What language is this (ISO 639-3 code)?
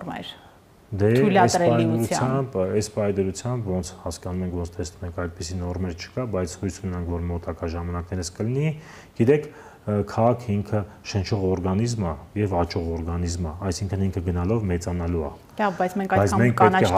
hye